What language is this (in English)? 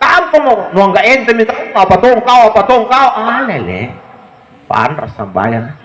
Makasar